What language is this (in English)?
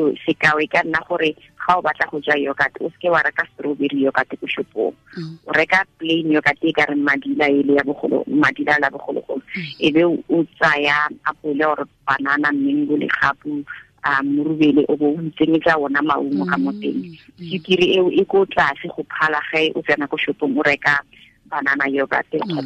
Tswana